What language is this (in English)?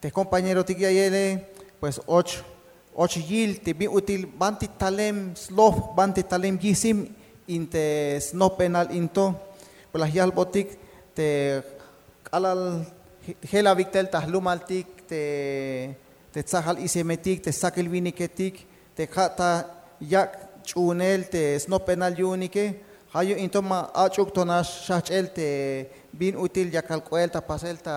Tzeltal